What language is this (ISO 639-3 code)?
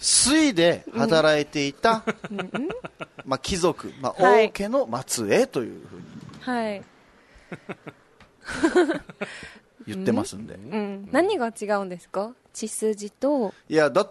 jpn